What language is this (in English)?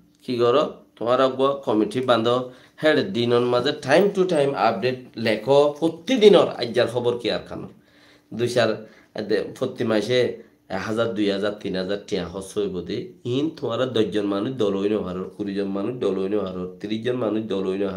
Rohingya